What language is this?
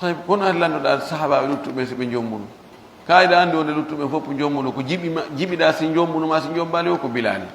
Pular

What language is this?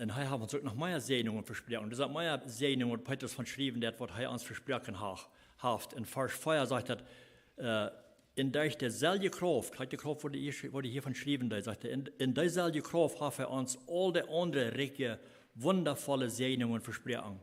Plautdietsch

